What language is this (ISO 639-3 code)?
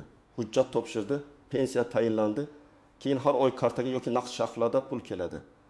uzb